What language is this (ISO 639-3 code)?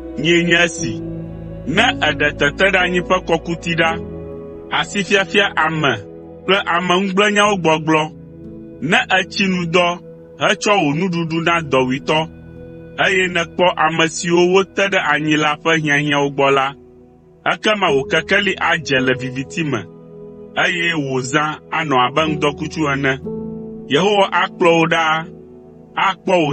ewe